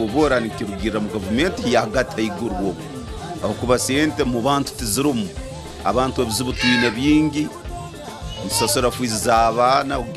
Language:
Nyankole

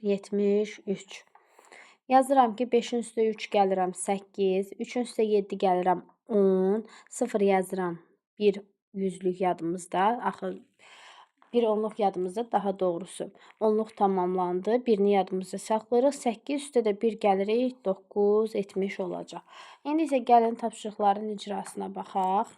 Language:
Azerbaijani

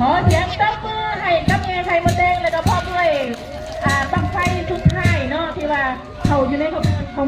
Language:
Lao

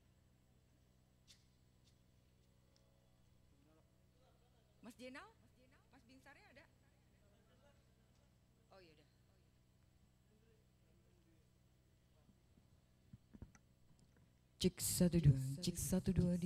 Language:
Indonesian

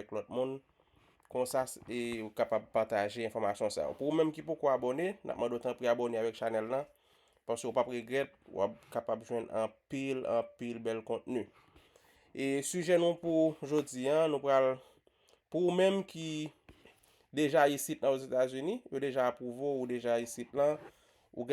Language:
Haitian Creole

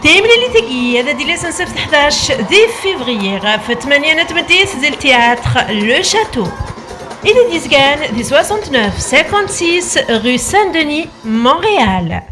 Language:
Kabyle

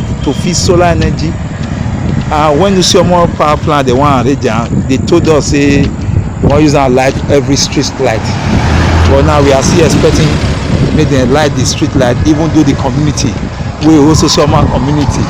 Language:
Nigerian Pidgin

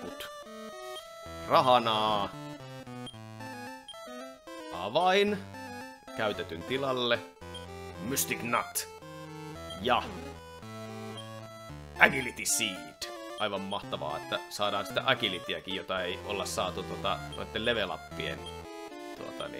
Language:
Finnish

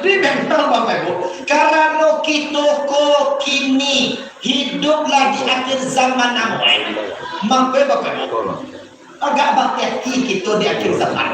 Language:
Minangkabau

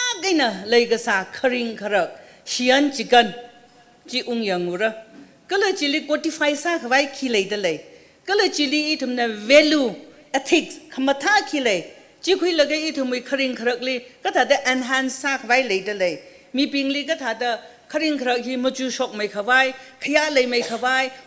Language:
Tangkhul Naga (India)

